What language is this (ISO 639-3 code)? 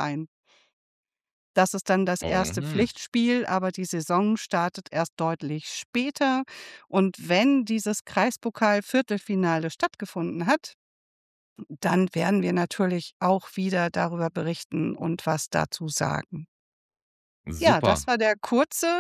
deu